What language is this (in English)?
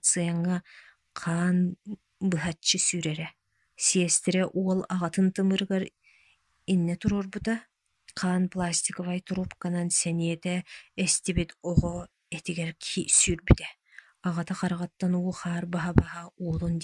Yakut